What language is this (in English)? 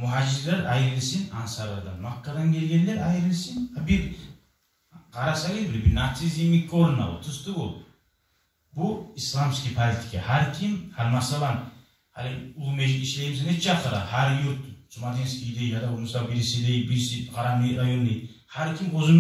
Kumyk